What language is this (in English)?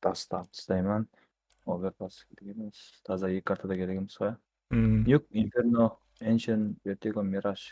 Kara-Kalpak